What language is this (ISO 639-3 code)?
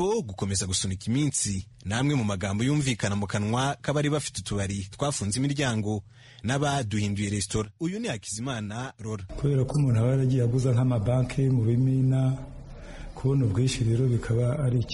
kin